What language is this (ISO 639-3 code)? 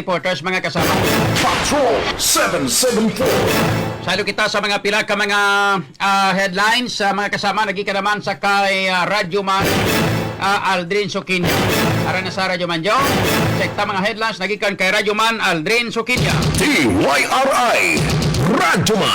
hil